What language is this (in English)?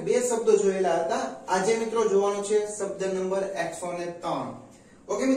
Gujarati